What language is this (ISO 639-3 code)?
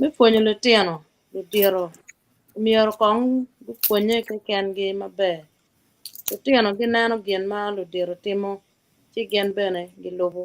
ach